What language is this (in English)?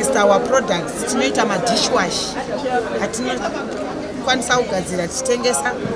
Shona